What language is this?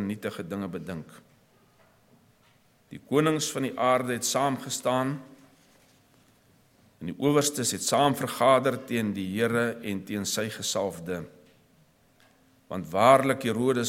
Afrikaans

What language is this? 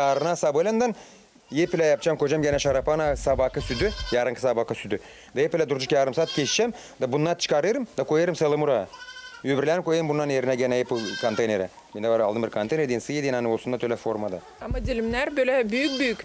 Gagauz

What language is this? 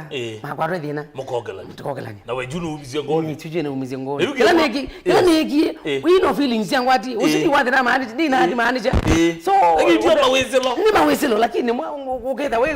Kamba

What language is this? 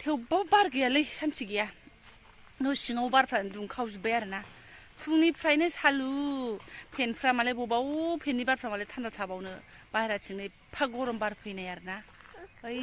Bodo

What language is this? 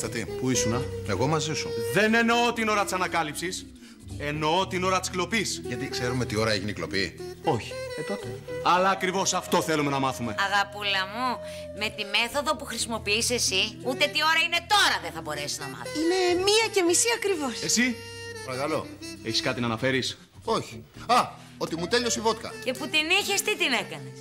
Greek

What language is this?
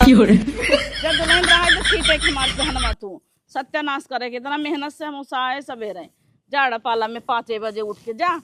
Awadhi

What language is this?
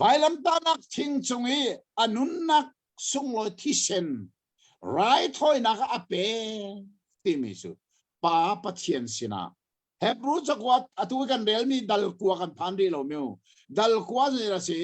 Hakha Chin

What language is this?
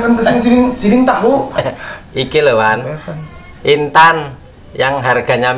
Banjar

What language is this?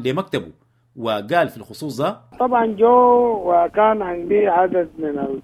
Sudanese Arabic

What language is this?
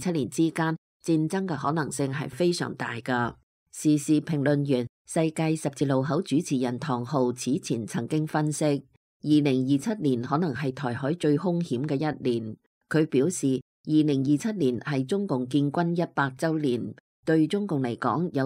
Cantonese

